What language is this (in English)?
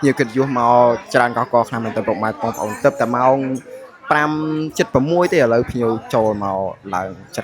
Khmer